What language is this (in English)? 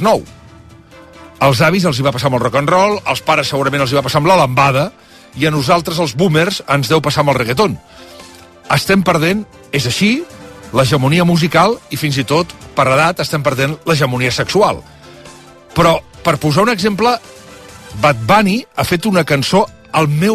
Catalan